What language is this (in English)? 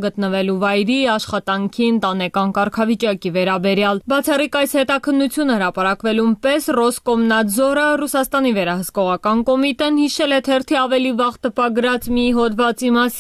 Armenian